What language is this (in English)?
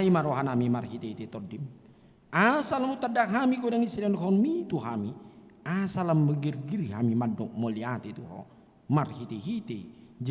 Batak Toba